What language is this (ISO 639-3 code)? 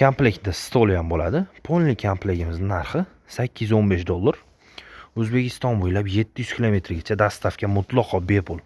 uzb